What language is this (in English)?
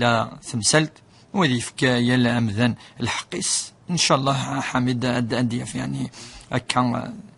Kabyle